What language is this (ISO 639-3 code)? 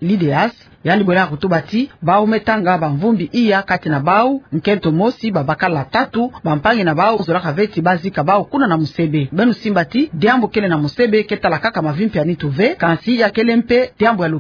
ktu